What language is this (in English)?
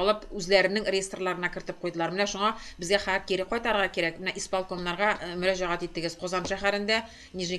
Tatar